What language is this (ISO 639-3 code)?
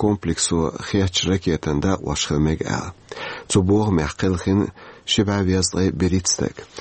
che